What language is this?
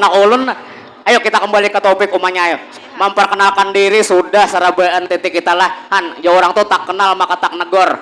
Banjar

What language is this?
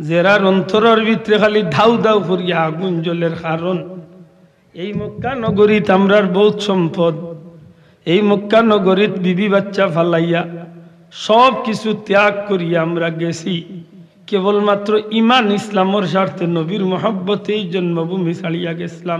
Sylheti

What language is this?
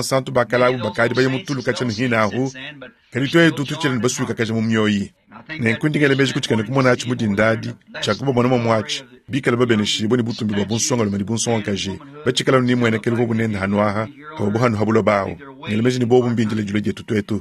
Luba-Lulua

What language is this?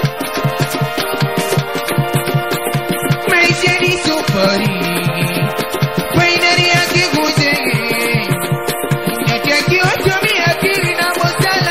Swahili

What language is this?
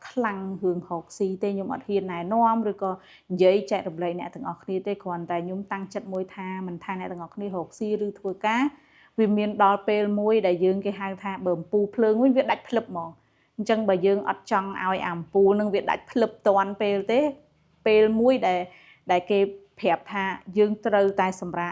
Khmer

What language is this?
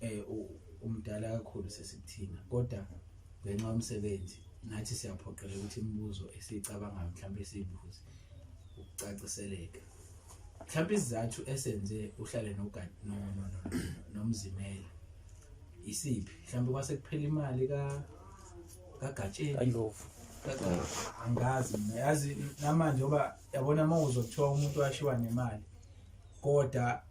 Zulu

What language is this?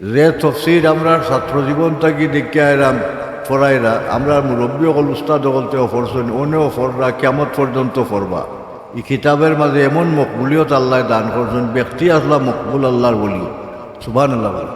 Sylheti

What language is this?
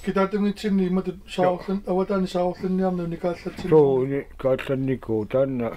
Kalaallisut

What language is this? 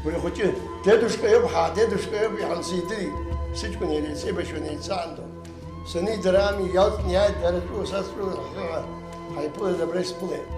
Abkhazian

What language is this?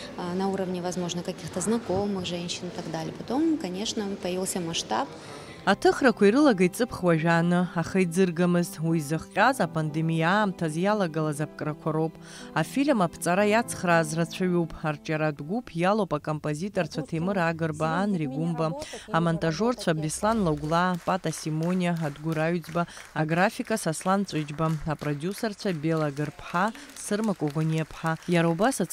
Abkhazian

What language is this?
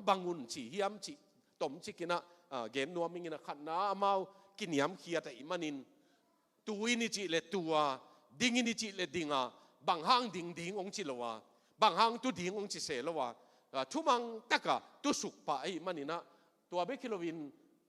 Tedim Chin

